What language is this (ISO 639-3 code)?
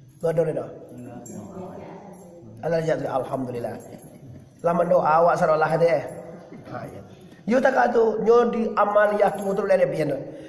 min